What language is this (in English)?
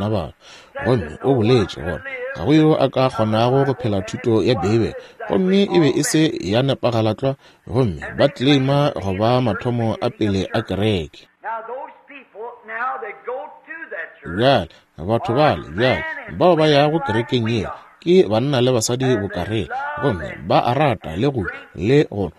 Northern Sotho